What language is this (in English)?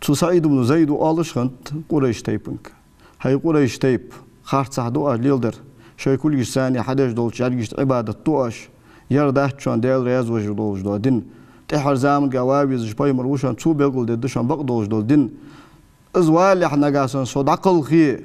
Ingush